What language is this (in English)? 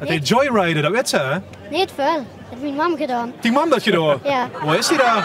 Limburgish